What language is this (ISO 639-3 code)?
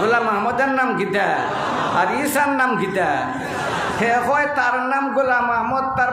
syl